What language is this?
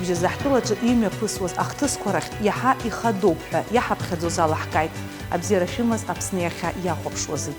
Abkhazian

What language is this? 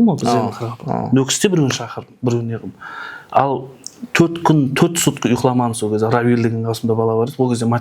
Kara-Kalpak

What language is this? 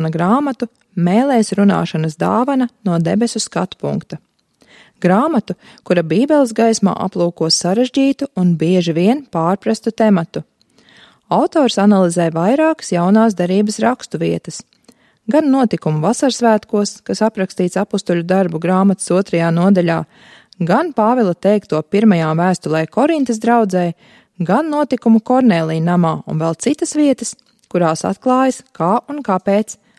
Latvian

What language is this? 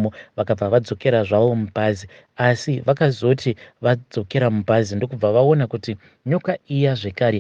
Shona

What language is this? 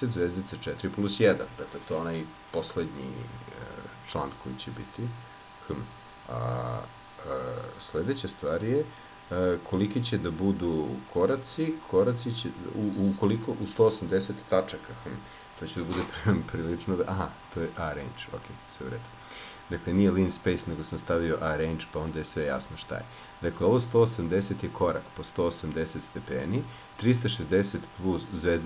Serbian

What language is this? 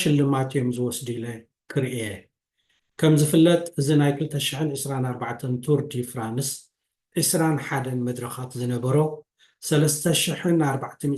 Tigrinya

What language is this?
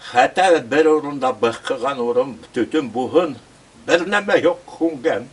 Bashkir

